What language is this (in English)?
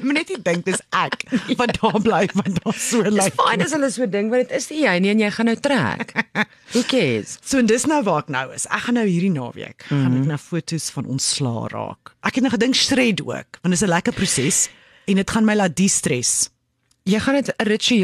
Afrikaans